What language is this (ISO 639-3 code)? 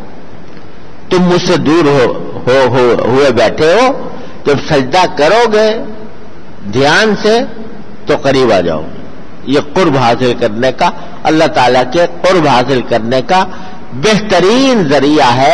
urd